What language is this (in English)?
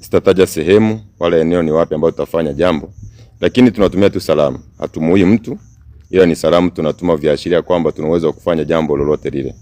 Swahili